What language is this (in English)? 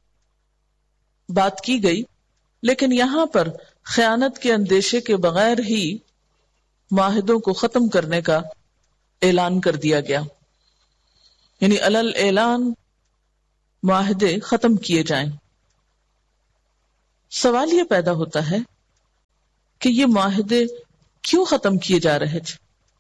Urdu